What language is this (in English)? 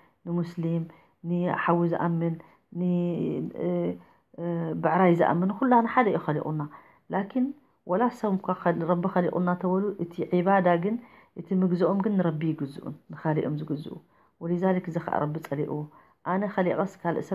Tigrinya